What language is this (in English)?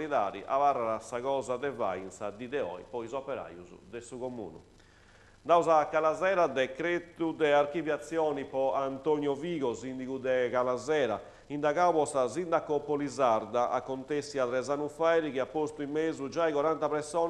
Sardinian